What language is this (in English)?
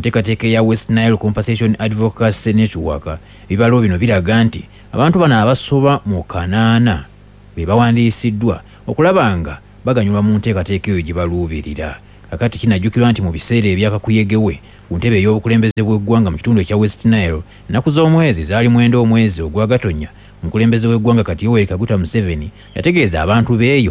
Ganda